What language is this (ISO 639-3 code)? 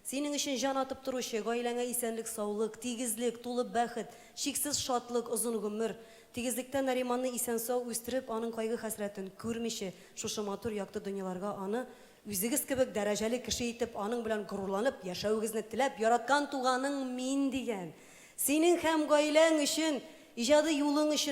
tat